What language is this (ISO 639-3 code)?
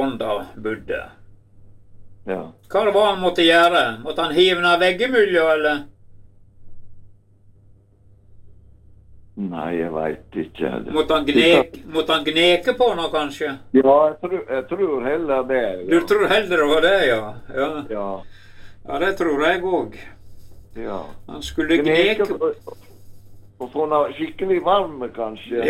nor